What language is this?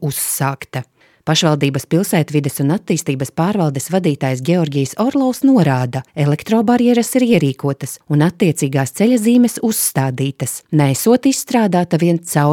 Latvian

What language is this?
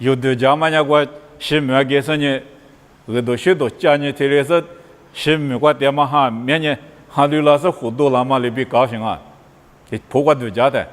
Lisu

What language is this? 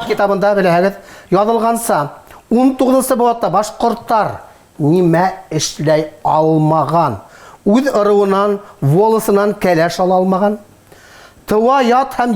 Bashkir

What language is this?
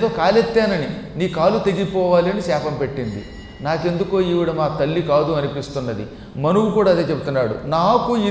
Telugu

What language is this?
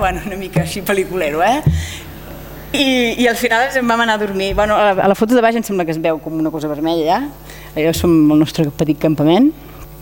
Catalan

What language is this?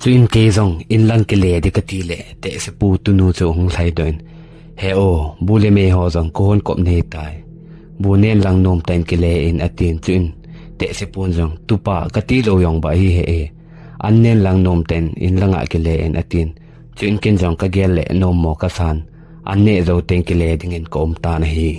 Thado Chin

